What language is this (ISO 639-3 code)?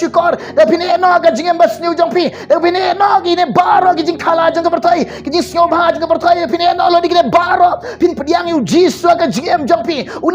kha